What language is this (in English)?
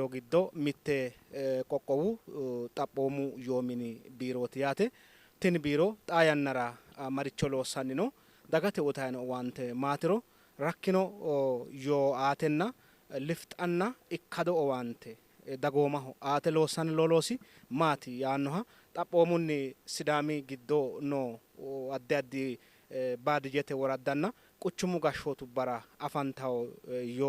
Sidamo